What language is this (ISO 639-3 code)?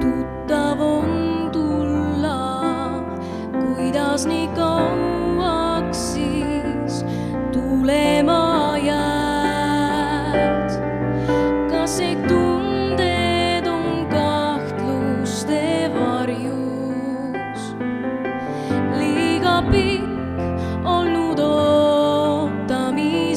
est